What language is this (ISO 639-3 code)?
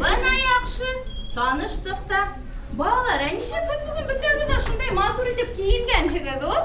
bak